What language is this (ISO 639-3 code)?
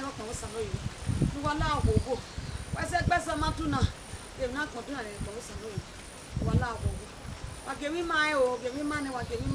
bin